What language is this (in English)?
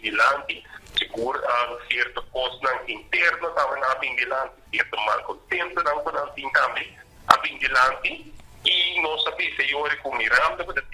Papiamento